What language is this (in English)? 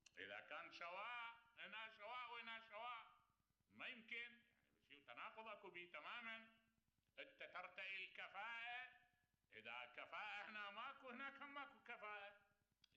Mesopotamian Arabic